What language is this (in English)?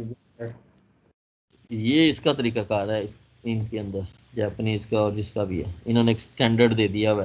Hindi